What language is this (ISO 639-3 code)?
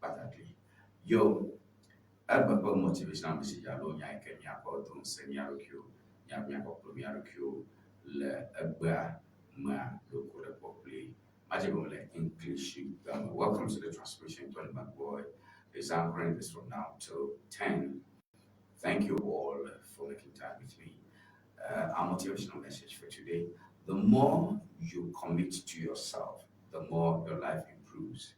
ewe